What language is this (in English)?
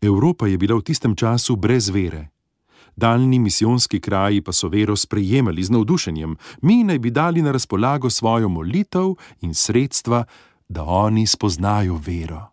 Slovenian